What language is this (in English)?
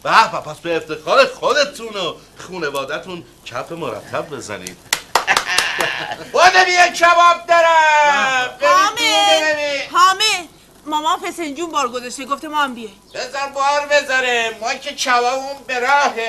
Persian